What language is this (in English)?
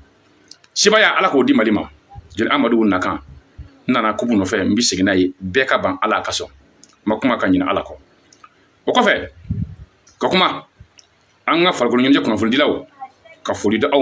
Bambara